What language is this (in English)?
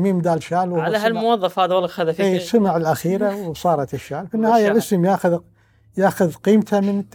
Gulf Arabic